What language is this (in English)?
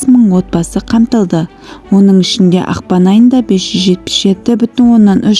Kazakh